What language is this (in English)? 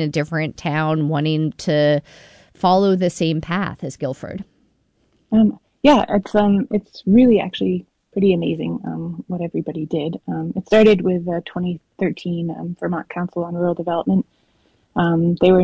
English